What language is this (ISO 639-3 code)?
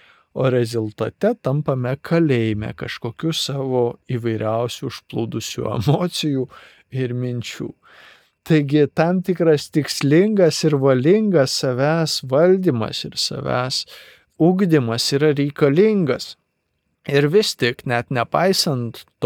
lit